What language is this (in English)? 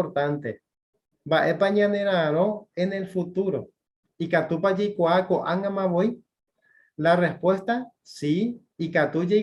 Guarani